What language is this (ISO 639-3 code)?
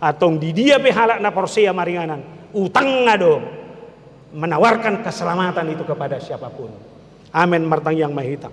bbc